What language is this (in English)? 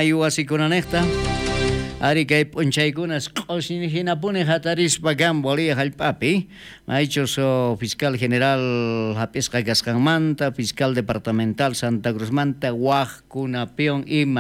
South Bolivian Quechua